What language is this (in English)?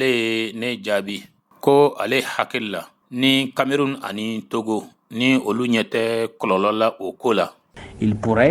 Bambara